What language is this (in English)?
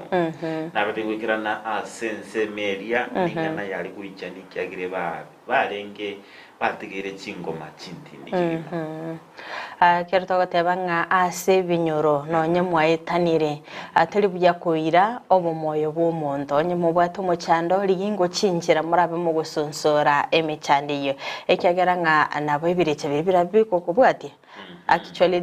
Gusii